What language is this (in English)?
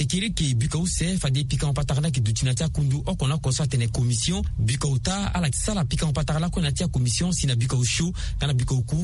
Sango